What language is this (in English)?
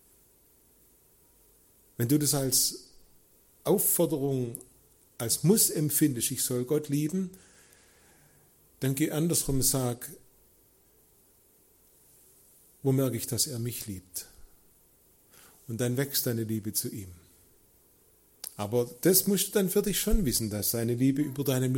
German